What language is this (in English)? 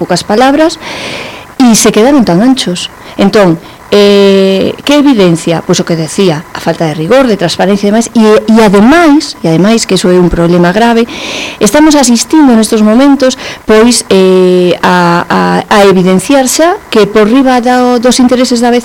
Galician